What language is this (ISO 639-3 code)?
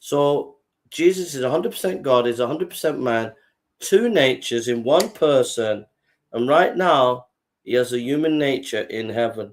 eng